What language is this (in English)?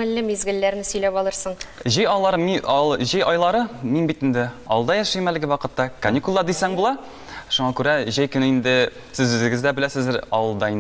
Tatar